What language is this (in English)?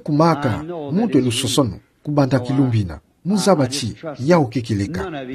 Kituba (Democratic Republic of Congo)